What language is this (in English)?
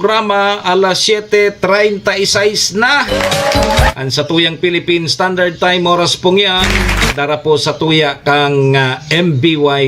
Bikol